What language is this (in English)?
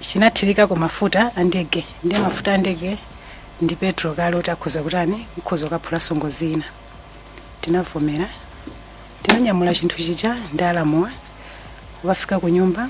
Nyanja